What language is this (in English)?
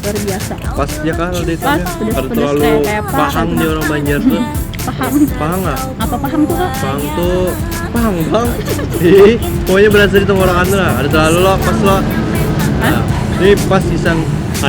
Banjar